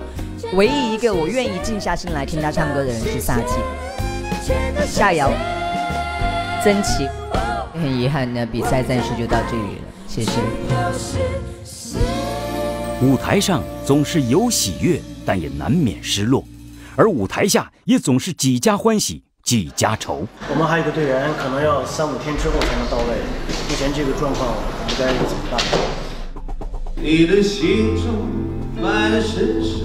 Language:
Chinese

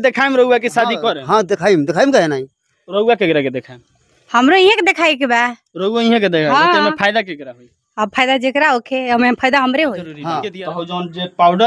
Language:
Bhojpuri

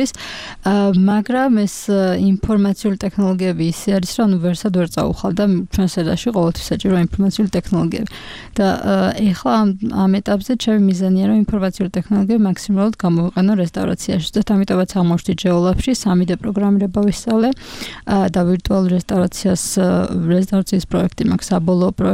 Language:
Georgian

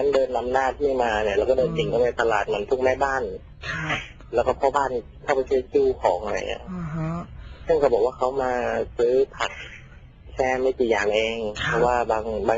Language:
Thai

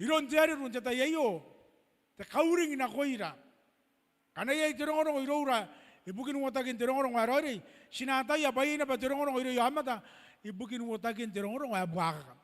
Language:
Gilbertese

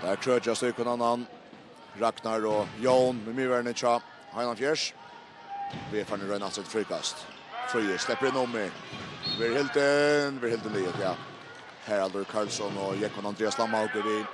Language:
Faroese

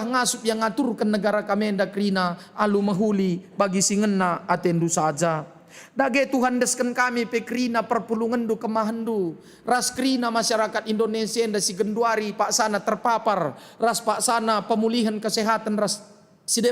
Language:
Batak Karo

